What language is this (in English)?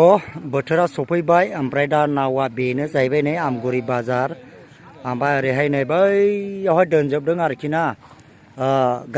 Bodo